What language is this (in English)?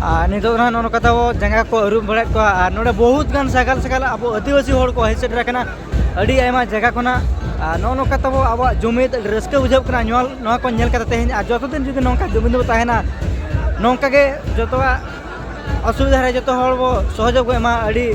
Santali